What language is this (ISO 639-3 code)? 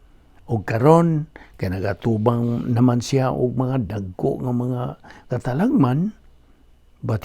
ceb